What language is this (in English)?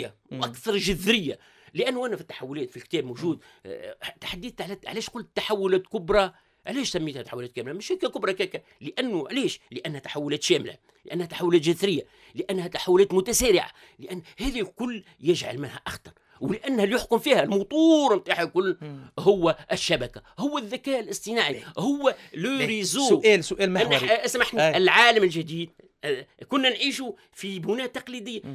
Tunisian Arabic